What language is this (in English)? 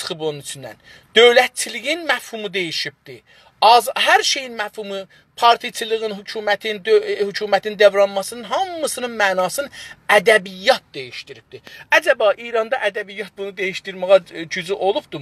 South Azerbaijani